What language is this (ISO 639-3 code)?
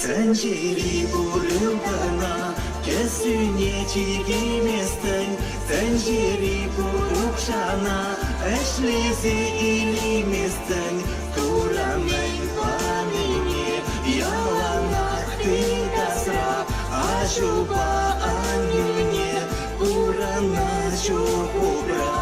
chv